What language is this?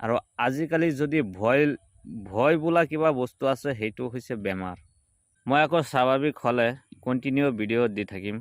Assamese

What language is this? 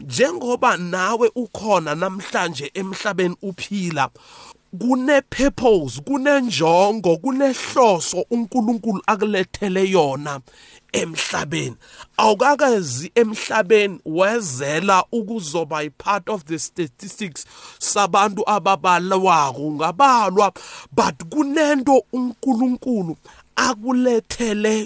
South Ndebele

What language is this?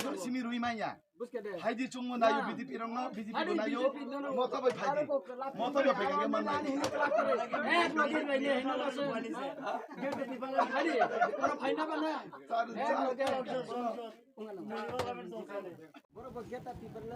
Kok Borok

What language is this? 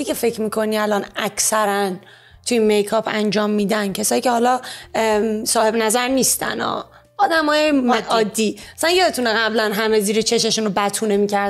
Persian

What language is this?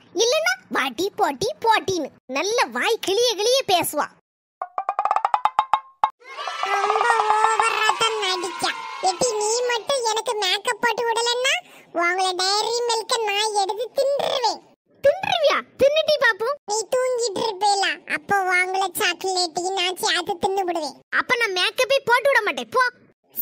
Tamil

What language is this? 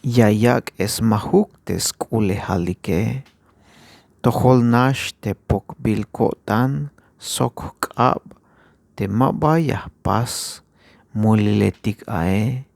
Tzeltal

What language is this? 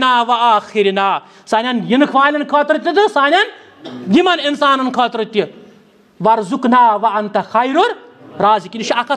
Kashmiri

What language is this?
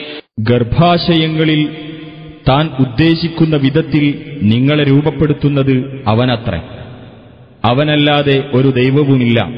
Malayalam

